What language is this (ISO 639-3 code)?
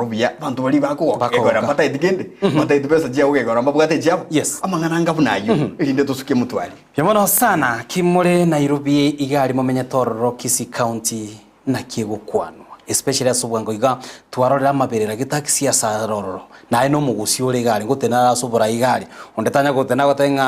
guz